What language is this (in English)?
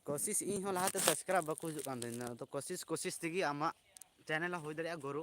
Santali